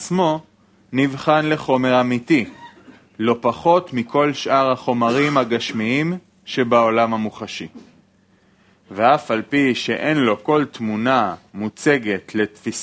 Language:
Hebrew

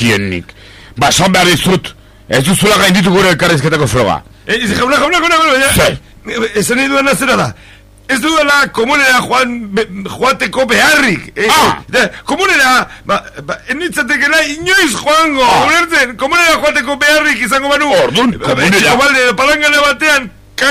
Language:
Basque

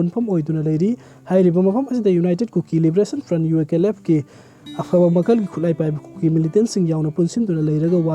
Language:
Manipuri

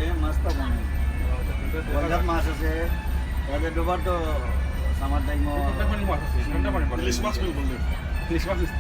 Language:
Sylheti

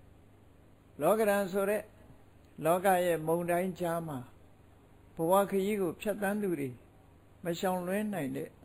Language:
Burmese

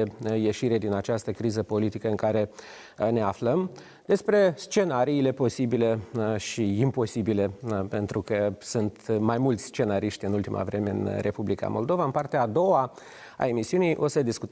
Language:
Romanian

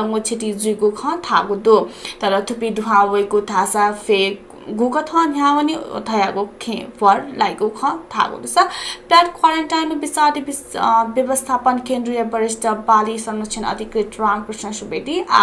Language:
Newari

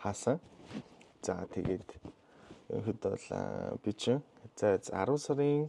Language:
Mongolian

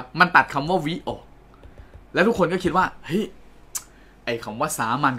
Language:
Thai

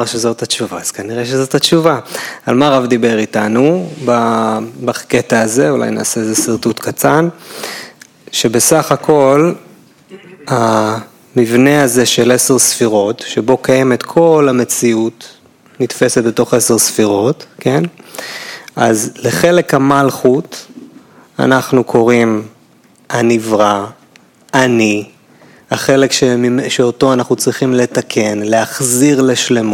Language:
Hebrew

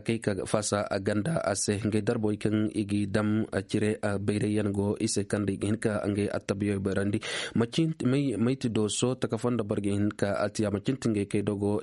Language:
Koyraboro Senni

